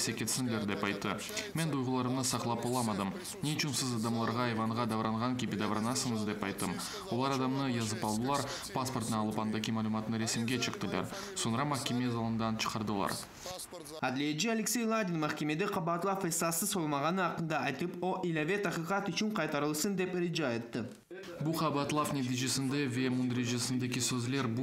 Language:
Crimean Tatar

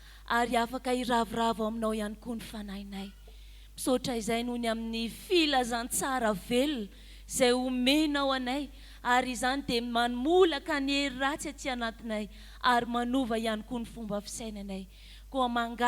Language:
Malagasy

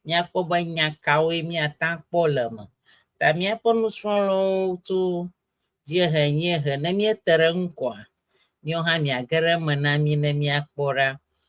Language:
Ewe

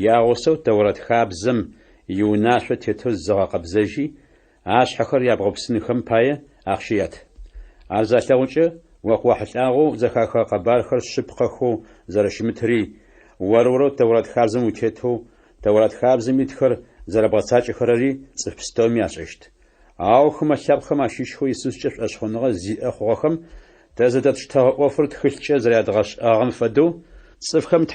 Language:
Adyghe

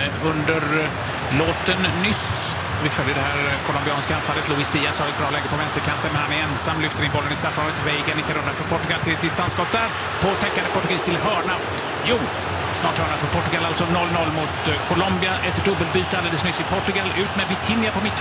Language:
Swedish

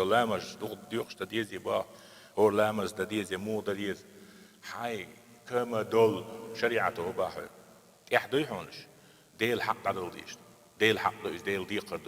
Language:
Chechen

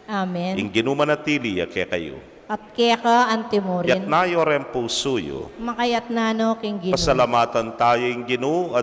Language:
Pampanga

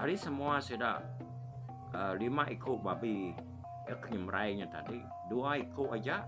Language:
Iban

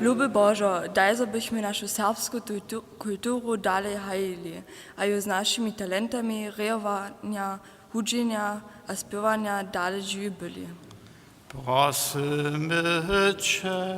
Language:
Upper Sorbian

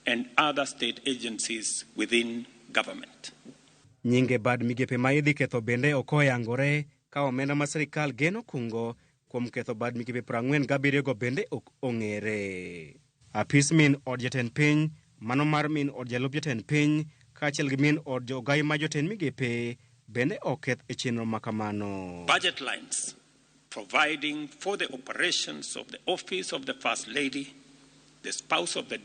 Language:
Luo (Kenya and Tanzania)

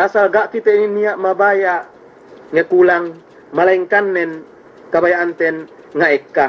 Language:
Yakan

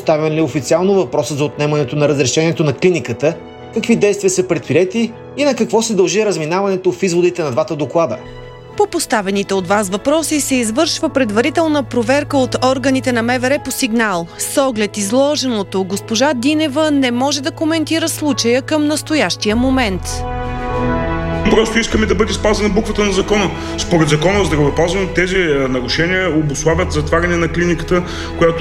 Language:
Bulgarian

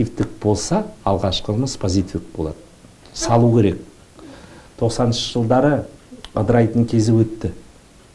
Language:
Kazakh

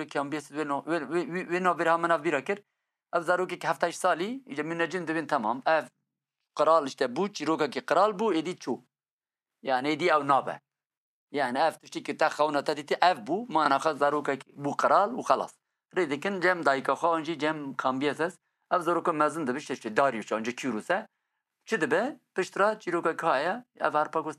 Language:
Kurdish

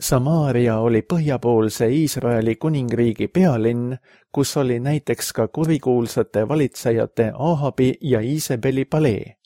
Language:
Estonian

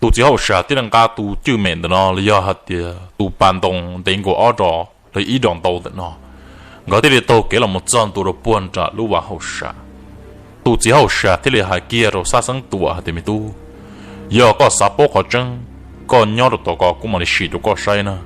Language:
Hmong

